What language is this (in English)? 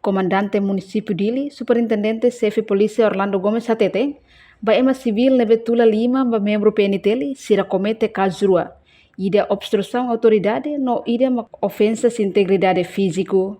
Tetum